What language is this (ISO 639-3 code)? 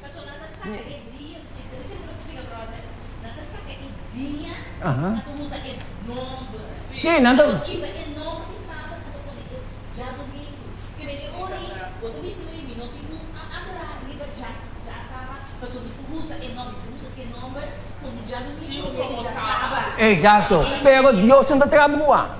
pap